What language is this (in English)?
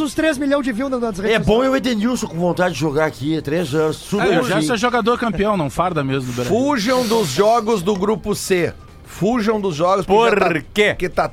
Portuguese